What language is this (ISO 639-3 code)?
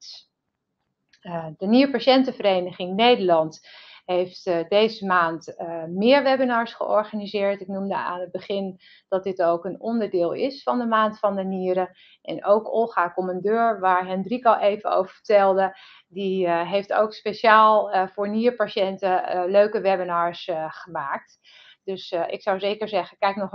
nld